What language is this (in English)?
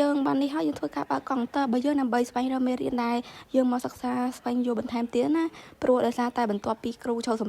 Khmer